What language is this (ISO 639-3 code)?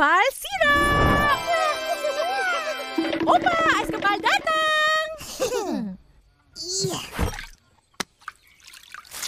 msa